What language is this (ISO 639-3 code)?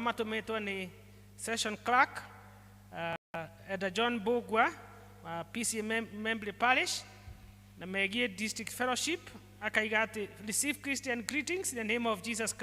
kik